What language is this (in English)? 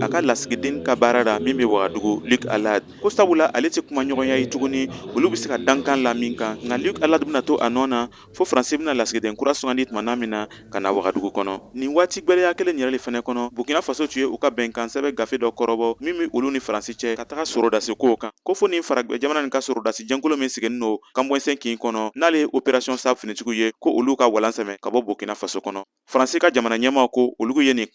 Bambara